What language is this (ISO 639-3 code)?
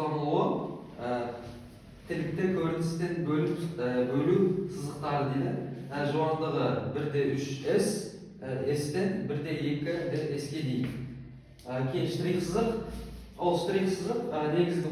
kaz